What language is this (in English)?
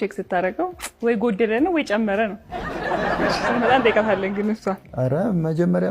Amharic